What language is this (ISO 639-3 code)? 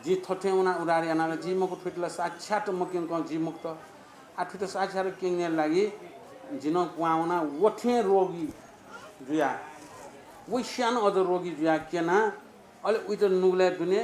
new